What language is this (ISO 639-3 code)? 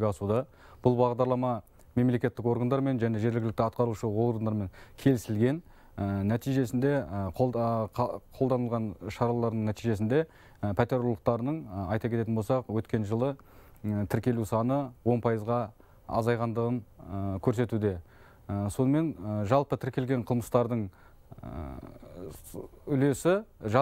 kaz